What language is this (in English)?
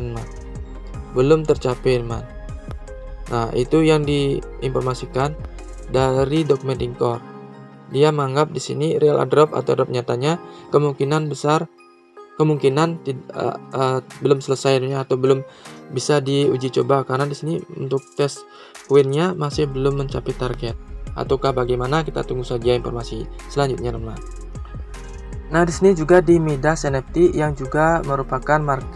Indonesian